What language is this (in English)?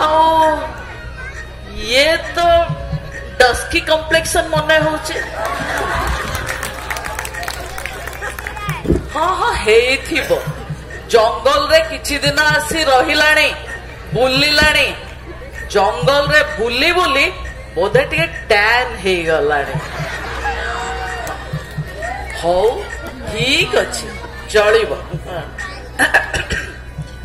Odia